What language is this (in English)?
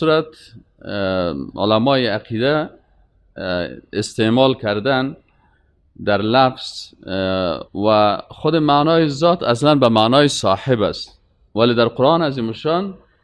Persian